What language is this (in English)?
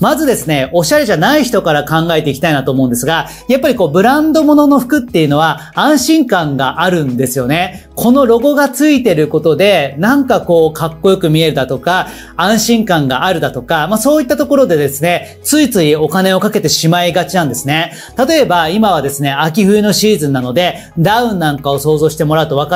Japanese